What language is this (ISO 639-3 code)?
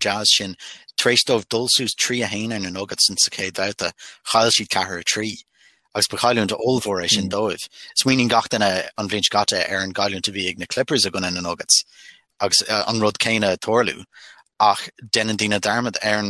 gle